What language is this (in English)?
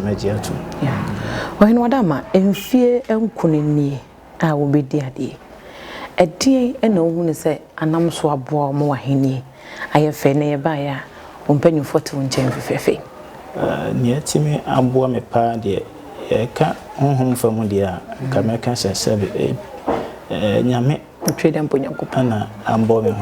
Akan